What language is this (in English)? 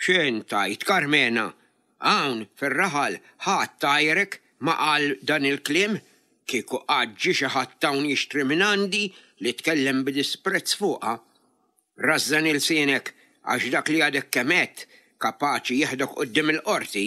Maltese